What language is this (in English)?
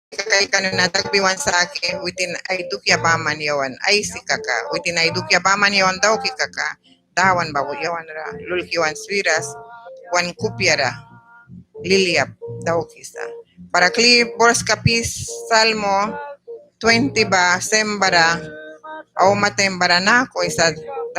Mískito